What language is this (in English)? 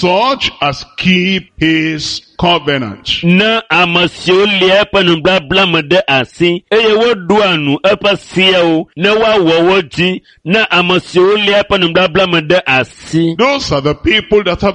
Ewe